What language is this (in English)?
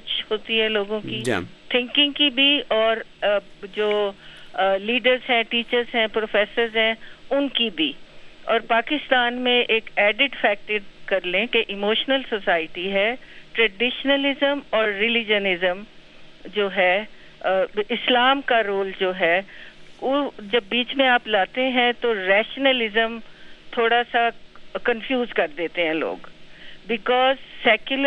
Urdu